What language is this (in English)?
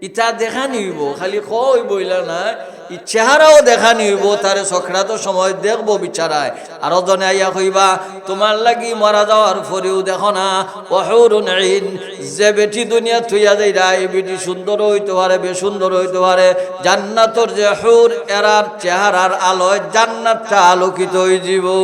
Sylheti